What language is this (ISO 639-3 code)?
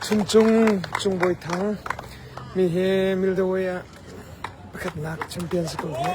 cnh